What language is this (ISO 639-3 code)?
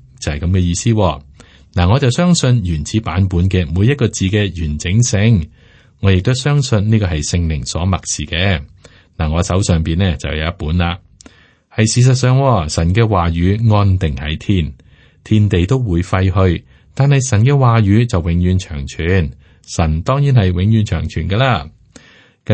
yue